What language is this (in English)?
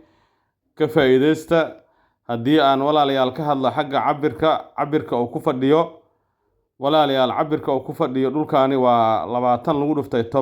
Somali